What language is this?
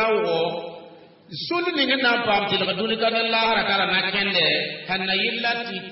Mossi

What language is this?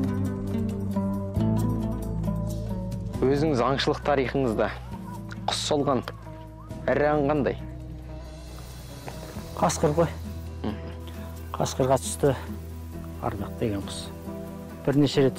Kazakh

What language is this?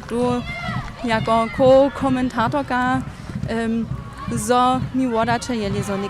Upper Sorbian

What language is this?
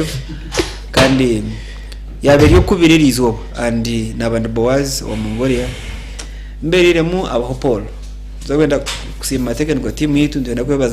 Nyankole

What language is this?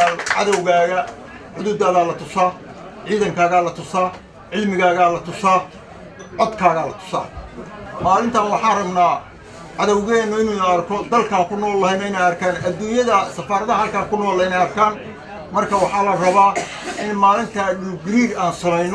Somali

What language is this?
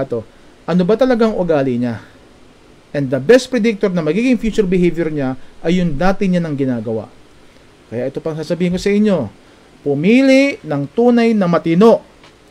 Filipino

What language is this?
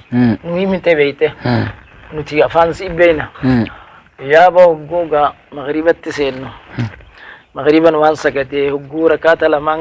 Oromo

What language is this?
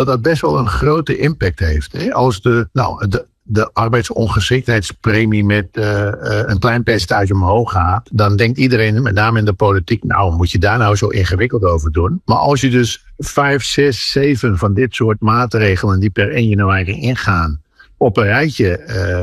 Dutch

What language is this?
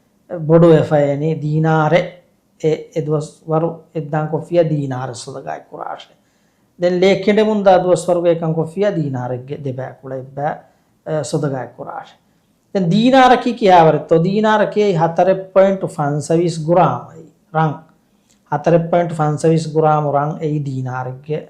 Divehi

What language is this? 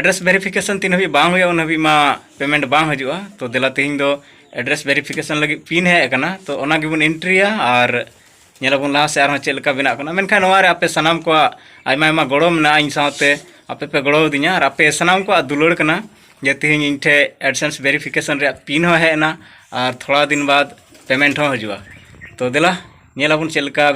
Santali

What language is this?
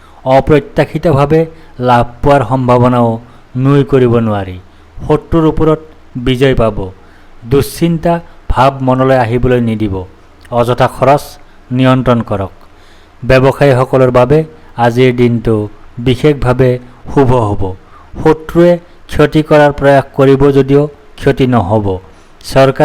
Assamese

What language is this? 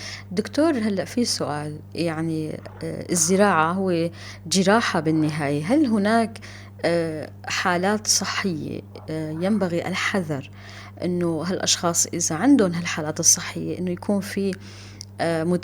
North Levantine Arabic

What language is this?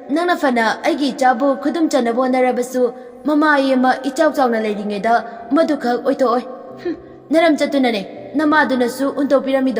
Manipuri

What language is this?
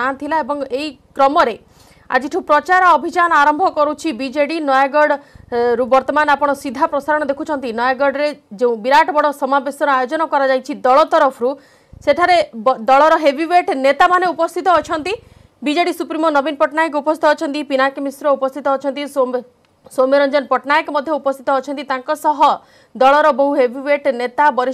Odia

